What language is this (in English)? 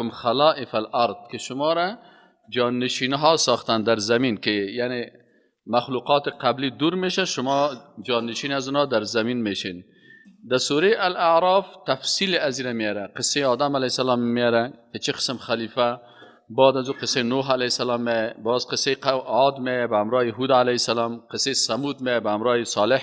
Persian